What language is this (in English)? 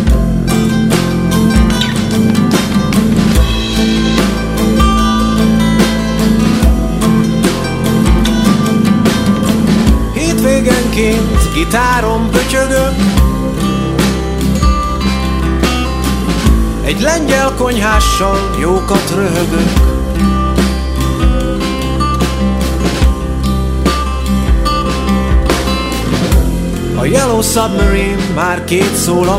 Hungarian